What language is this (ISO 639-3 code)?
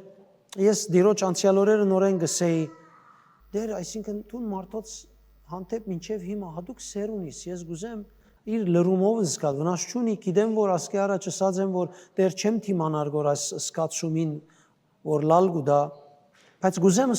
hyw